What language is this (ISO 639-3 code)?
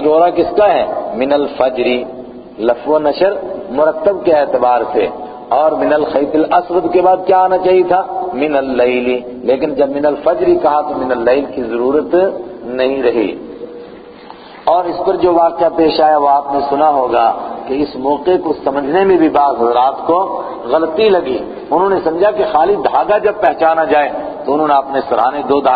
urd